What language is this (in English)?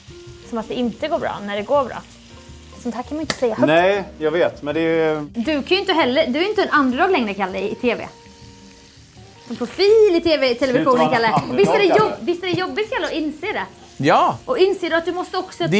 Swedish